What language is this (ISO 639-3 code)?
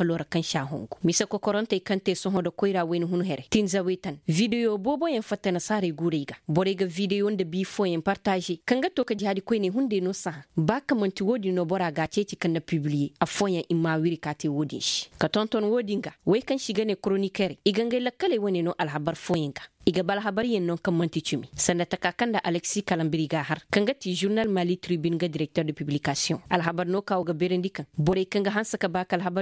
ses